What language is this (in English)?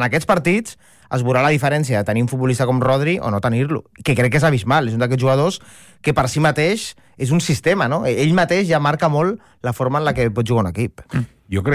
Catalan